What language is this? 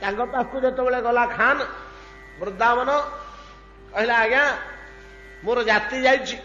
Odia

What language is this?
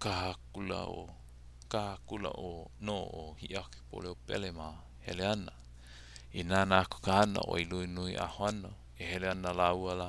Hawaiian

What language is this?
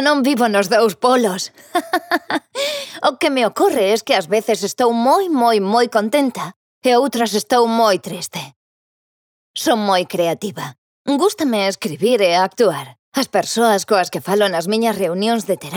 Galician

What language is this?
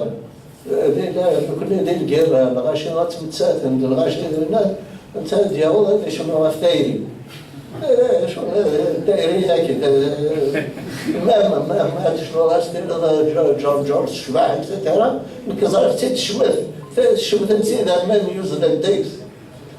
Kabyle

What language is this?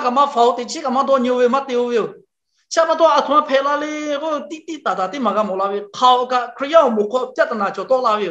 Lahu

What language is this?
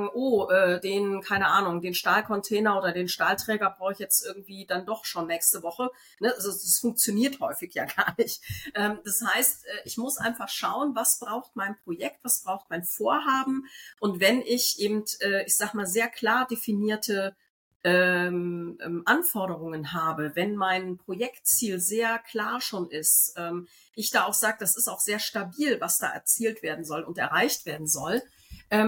German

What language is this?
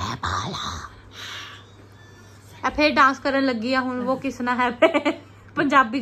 Punjabi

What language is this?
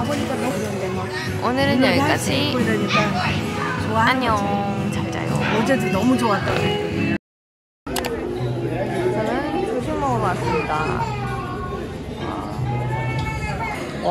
Korean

